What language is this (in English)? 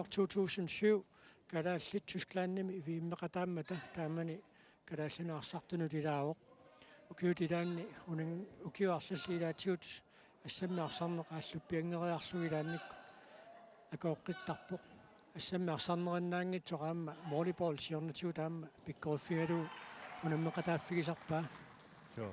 Kalaallisut